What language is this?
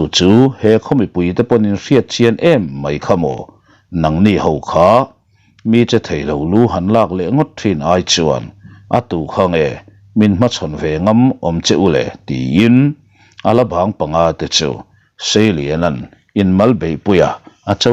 Mizo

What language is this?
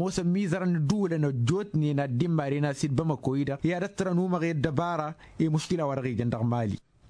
Tamasheq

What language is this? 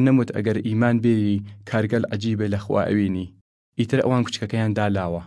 Southern Kurdish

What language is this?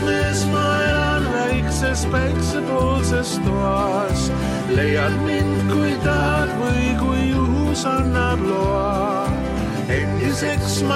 Estonian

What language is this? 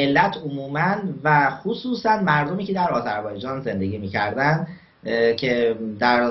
Persian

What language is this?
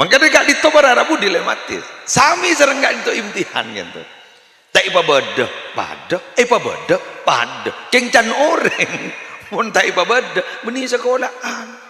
Madurese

